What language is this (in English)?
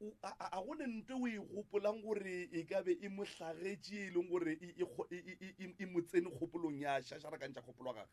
Northern Sotho